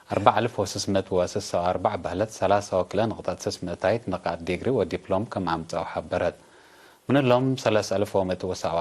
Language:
Tigre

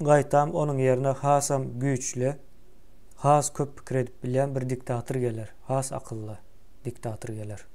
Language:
Turkmen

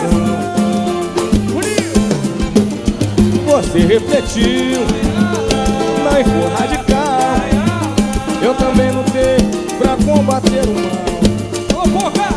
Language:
Portuguese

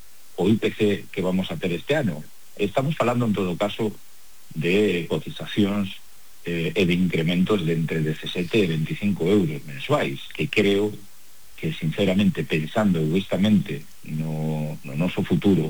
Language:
Galician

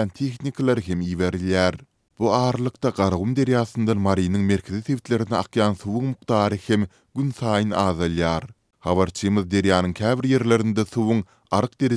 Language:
Turkmen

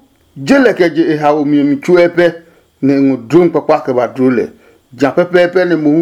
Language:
Adangme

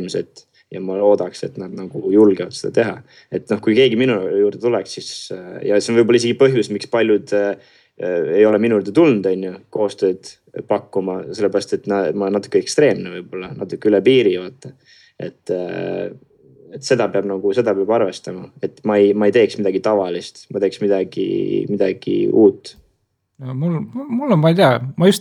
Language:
Estonian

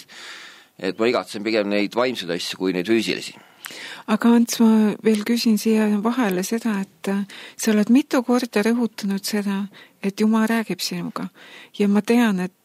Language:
Estonian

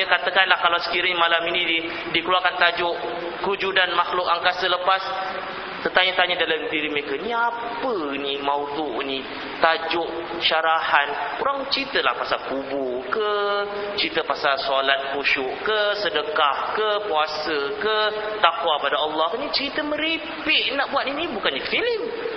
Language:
Malay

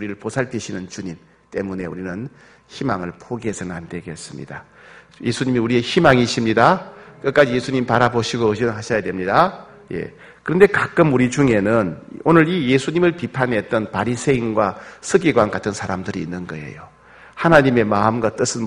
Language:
Korean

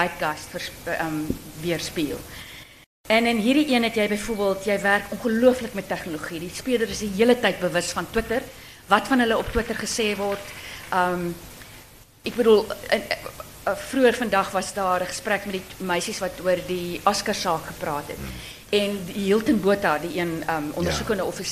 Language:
Afrikaans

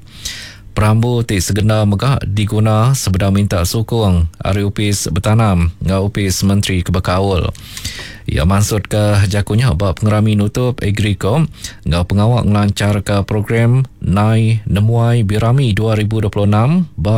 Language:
Iban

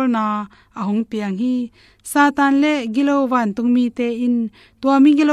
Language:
Tedim Chin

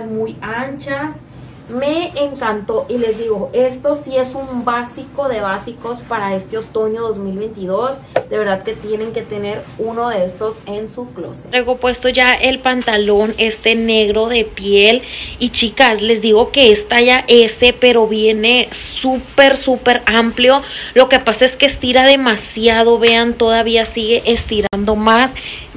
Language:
Spanish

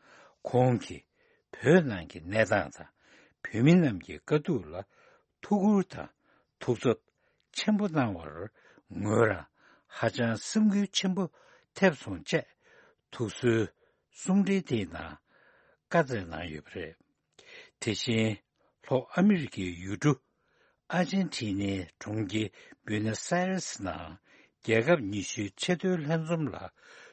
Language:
Tibetan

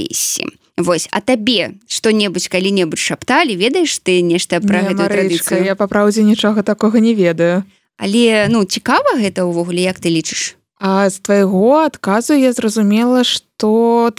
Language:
Belarusian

